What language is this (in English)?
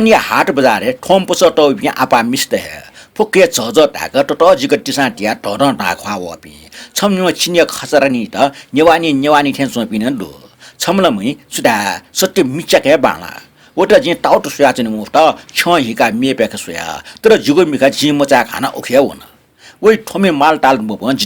Newari